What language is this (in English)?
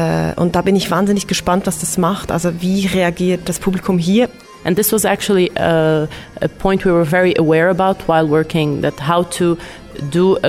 German